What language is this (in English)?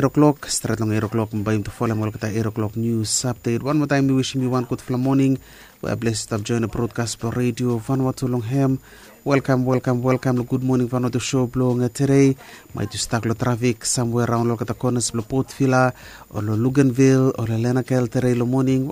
Bislama